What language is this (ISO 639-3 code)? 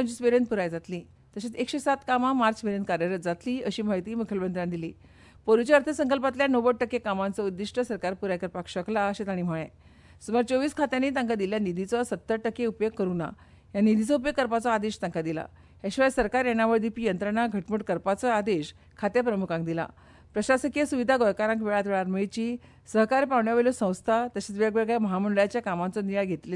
kok